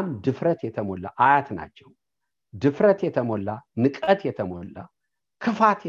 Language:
Amharic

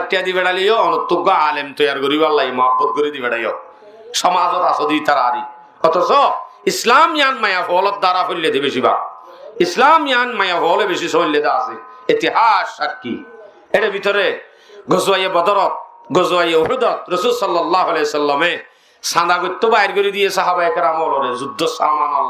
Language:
Rohingya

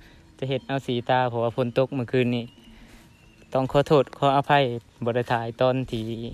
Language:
Lao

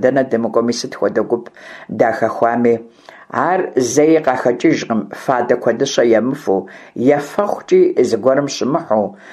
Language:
Kabardian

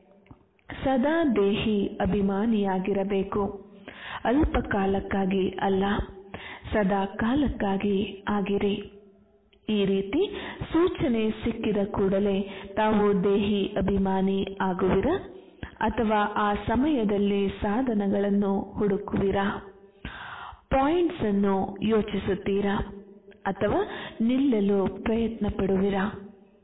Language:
Kannada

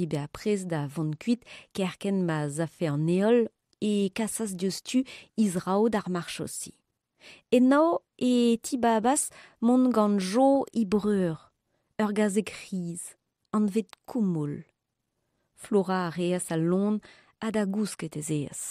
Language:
Breton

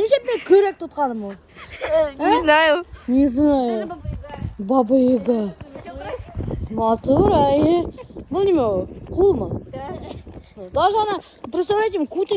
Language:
Bashkir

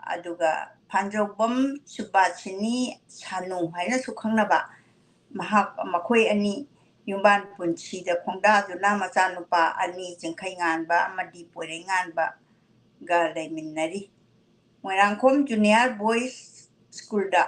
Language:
Manipuri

